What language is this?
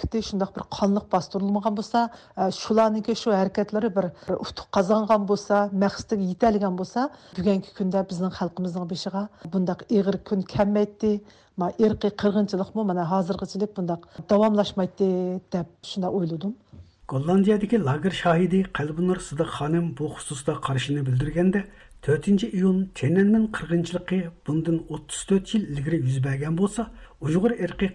Uyghur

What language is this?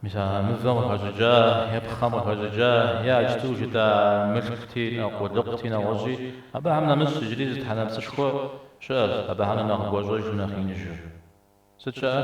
Kabardian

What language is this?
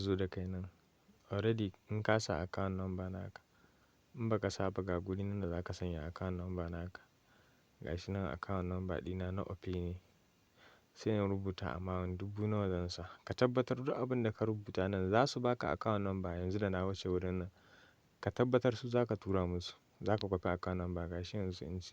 Hausa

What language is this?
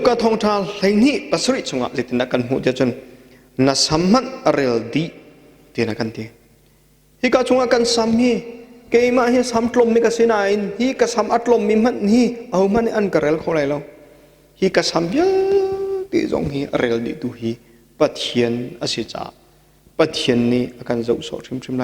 Hakha Chin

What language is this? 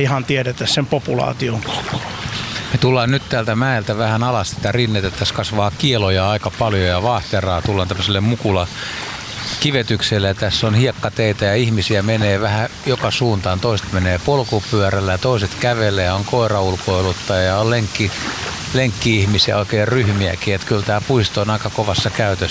Finnish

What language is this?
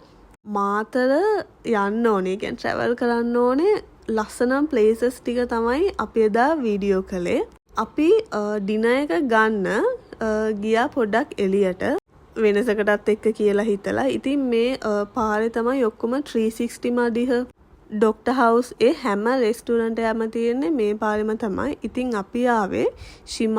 Sinhala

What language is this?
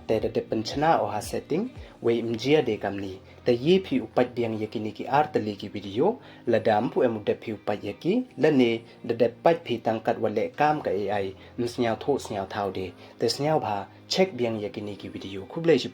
Pnar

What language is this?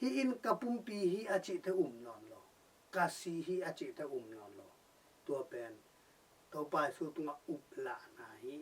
Tedim Chin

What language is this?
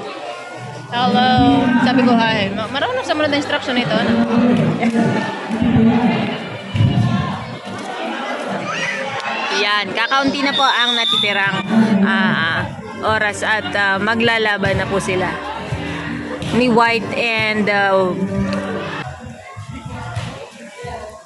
Filipino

